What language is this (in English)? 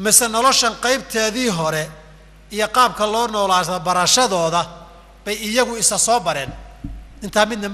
Somali